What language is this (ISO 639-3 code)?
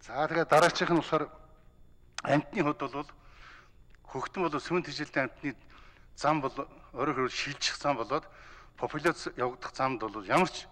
mon